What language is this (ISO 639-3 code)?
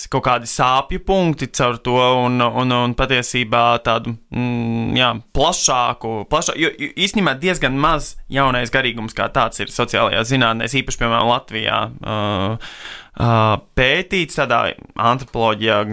lav